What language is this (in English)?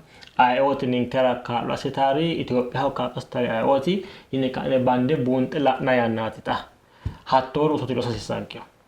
Sidamo